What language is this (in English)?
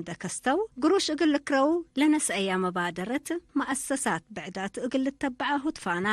Tigre